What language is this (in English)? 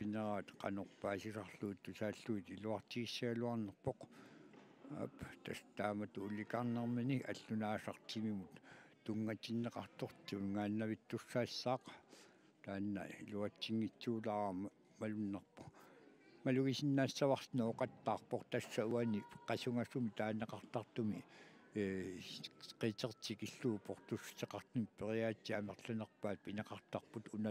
Kalaallisut